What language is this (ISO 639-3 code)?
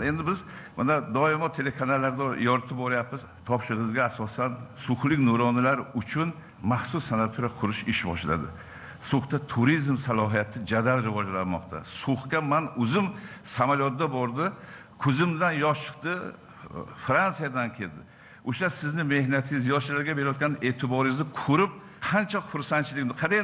uzb